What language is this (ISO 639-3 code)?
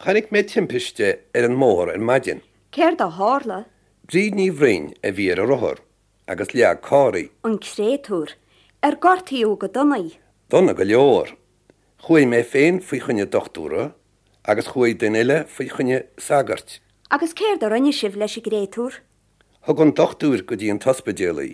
gle